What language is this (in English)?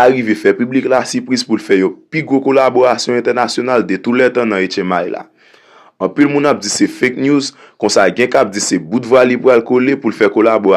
Haitian Creole